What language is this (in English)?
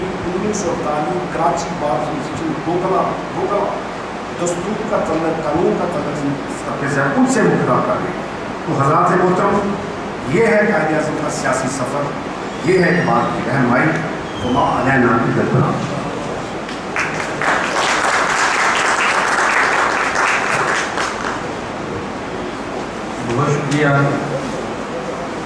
Urdu